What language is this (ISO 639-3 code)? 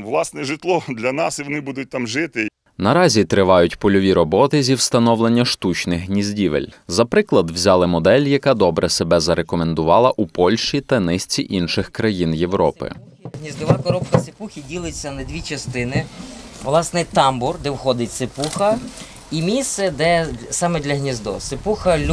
ukr